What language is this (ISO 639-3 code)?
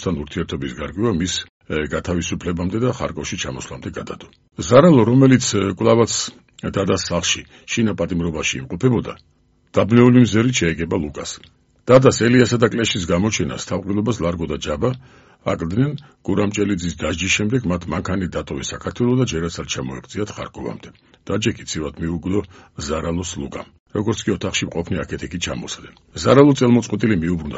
kat